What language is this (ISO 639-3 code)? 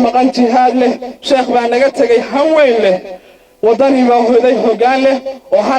som